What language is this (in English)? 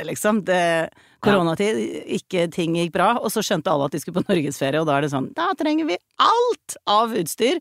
Norwegian